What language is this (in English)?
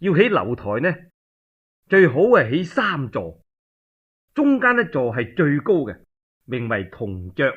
Cantonese